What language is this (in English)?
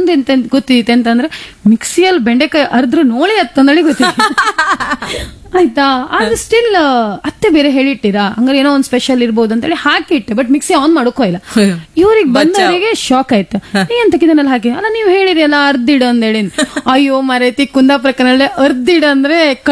Kannada